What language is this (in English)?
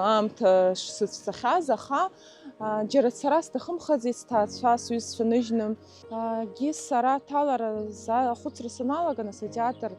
Abkhazian